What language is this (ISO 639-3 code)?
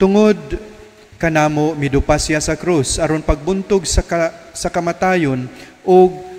ceb